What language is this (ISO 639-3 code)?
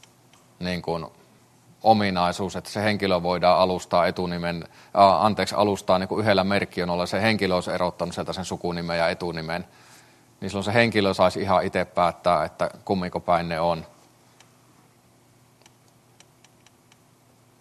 fin